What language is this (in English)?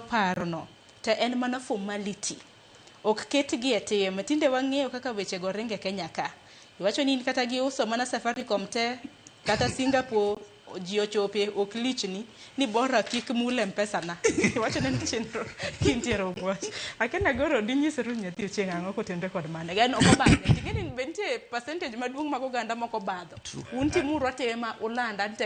Luo (Kenya and Tanzania)